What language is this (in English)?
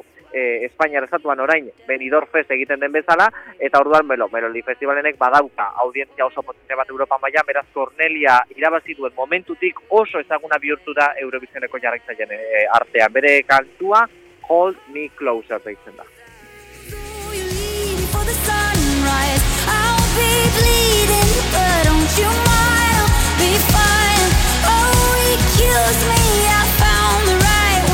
Basque